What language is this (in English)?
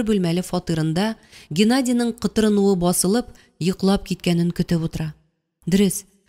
Tatar